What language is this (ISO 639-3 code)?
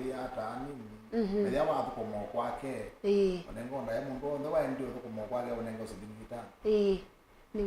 kam